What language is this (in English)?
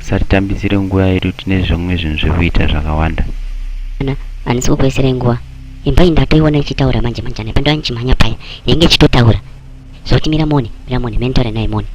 Shona